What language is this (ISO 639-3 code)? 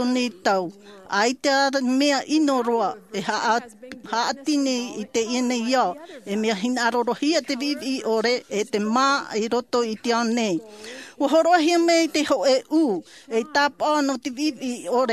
tah